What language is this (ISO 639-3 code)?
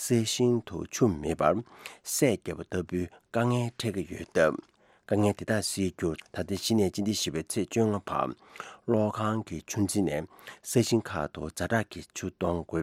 bod